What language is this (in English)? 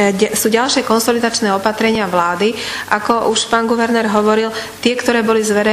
Slovak